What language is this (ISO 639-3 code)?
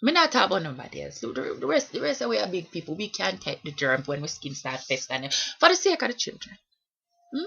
jam